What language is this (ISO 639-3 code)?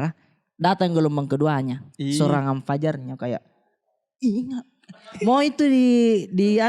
mfp